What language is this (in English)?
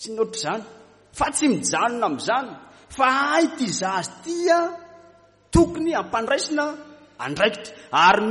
Malagasy